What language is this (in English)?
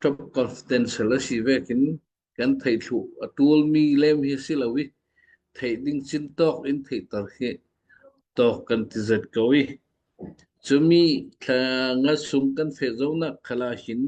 Falam Chin